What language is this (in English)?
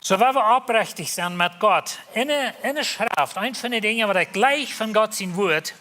Plautdietsch